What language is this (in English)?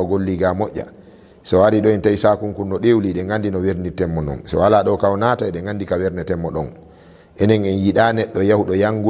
Fula